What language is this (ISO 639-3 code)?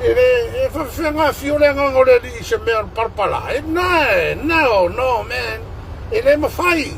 smo